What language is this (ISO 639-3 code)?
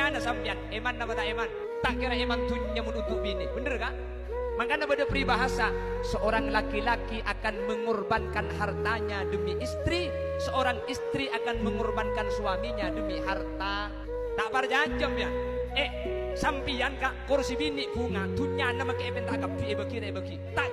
mad